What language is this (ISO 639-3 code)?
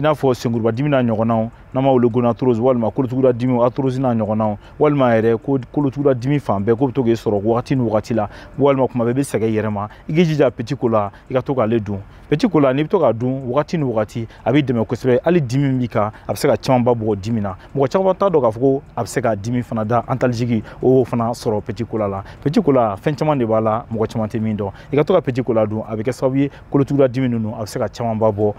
bam